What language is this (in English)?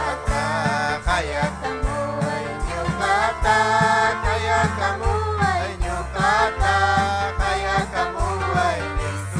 Ayacucho Quechua